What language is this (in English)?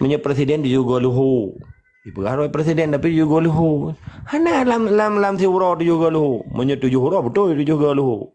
Achinese